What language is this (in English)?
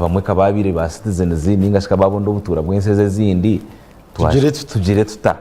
Nyankole